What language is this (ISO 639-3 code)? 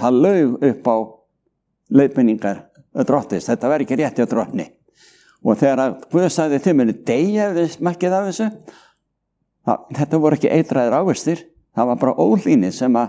isl